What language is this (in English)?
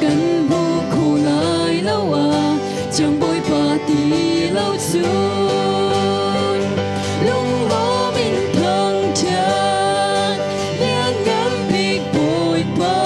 Hakha Chin